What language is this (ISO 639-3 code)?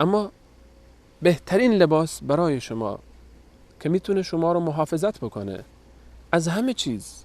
fas